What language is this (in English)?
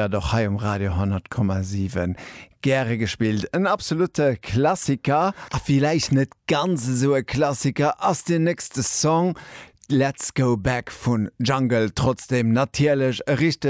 Luxembourgish